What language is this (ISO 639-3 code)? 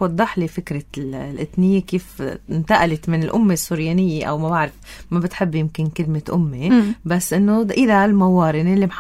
apc